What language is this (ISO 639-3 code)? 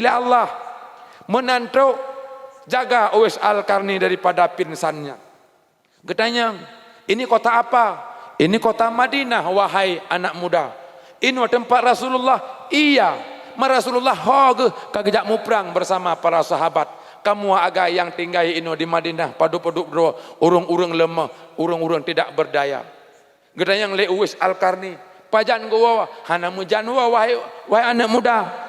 ace